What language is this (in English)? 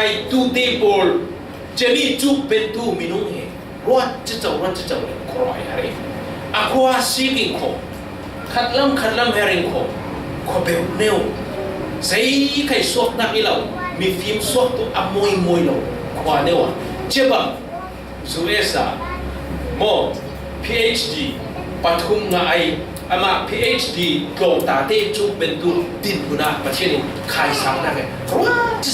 Falam Chin